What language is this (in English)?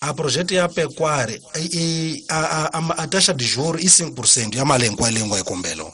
Tsonga